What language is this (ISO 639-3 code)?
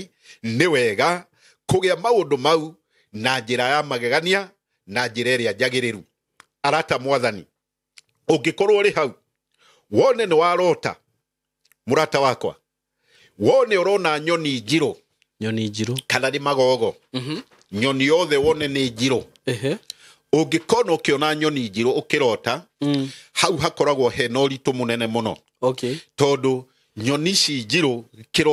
kik